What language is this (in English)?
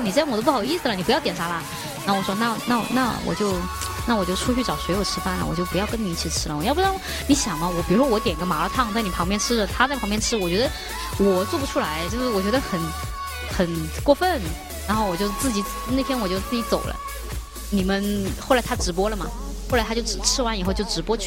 Chinese